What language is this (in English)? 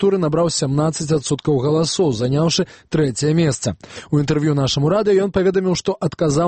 Belarusian